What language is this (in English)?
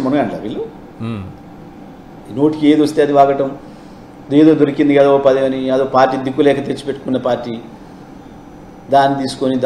Telugu